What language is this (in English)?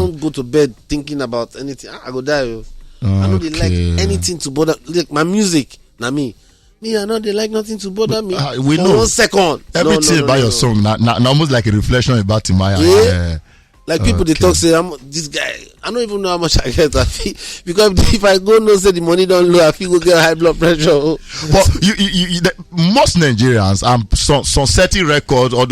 Nigerian Pidgin